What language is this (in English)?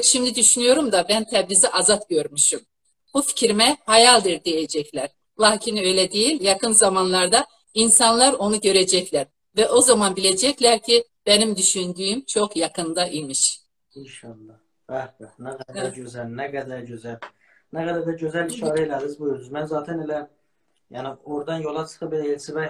South Azerbaijani